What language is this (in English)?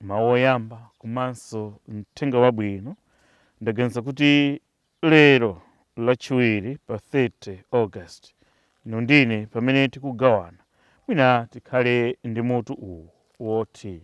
Nyanja